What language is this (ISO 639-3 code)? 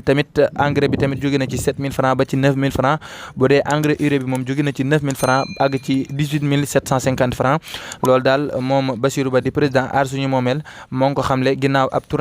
wol